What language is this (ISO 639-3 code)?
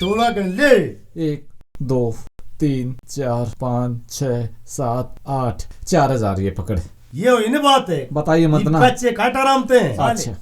bgc